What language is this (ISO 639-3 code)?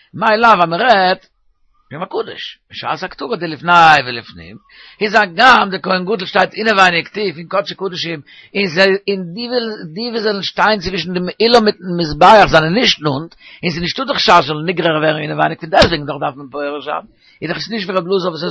yid